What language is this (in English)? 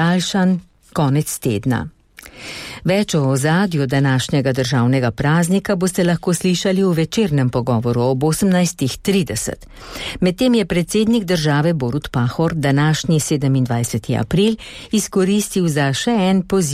Slovenian